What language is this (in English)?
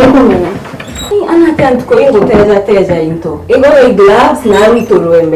Meru